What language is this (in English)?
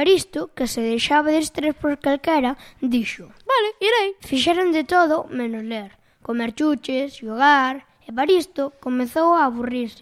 Galician